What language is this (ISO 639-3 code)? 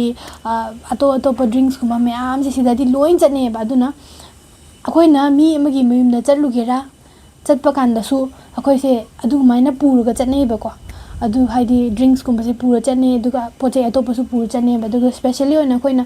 mni